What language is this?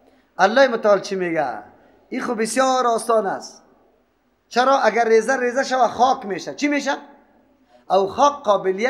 Persian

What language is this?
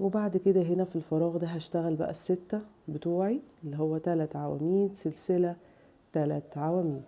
Egyptian Arabic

